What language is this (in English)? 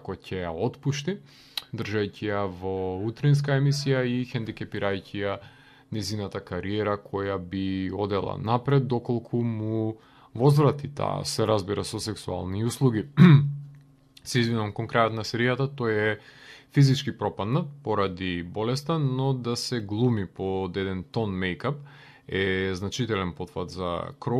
Macedonian